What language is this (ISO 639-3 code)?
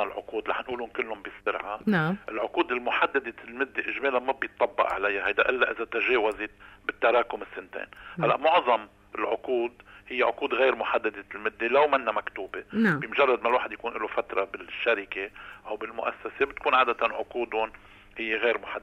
apc